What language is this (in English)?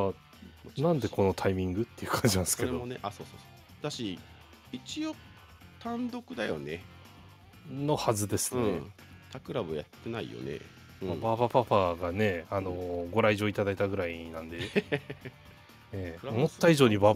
Japanese